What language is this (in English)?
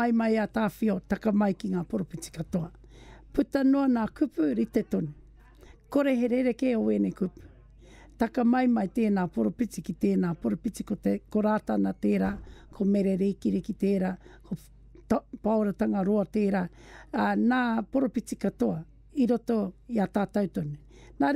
Māori